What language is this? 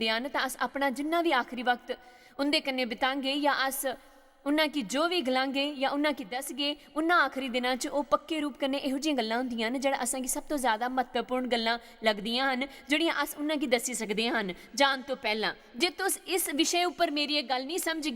Dogri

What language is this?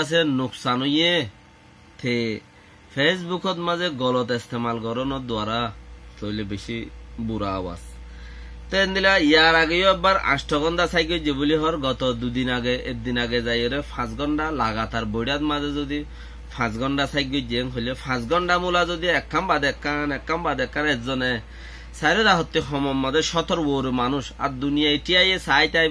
Rohingya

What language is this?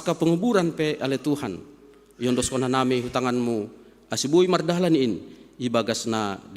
Batak Simalungun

